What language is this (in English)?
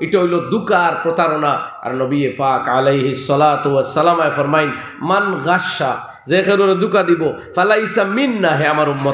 Sylheti